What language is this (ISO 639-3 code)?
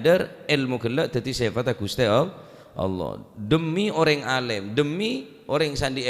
mad